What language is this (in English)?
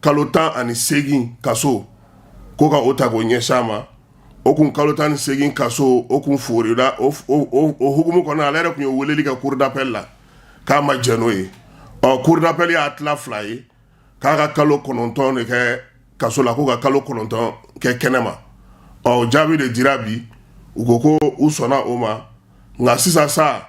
Bambara